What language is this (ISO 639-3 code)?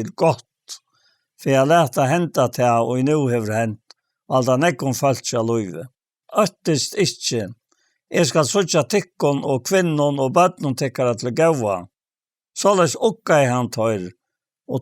fao